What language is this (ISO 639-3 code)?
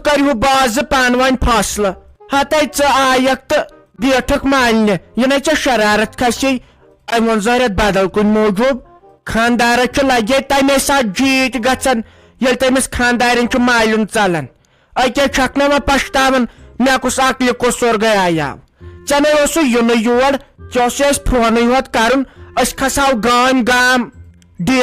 kas